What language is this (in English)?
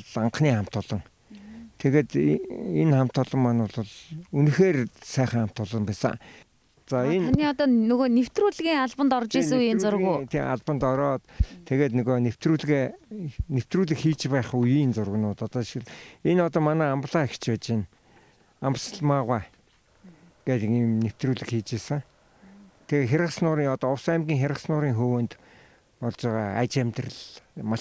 Mongolian